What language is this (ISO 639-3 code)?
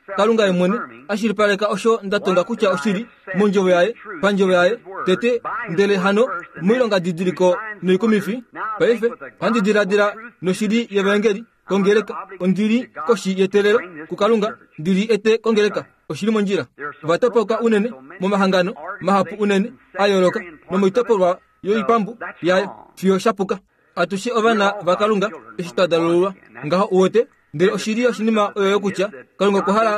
kua